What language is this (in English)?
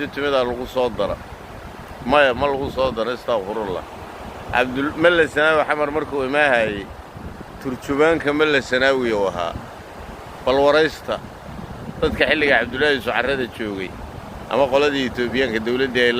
Somali